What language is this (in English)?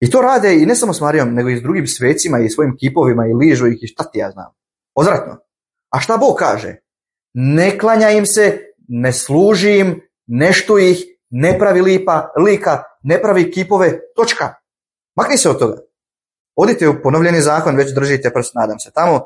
Bosnian